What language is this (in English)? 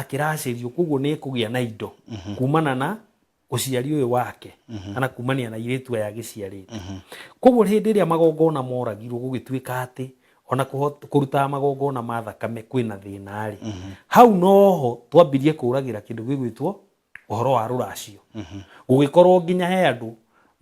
Kikuyu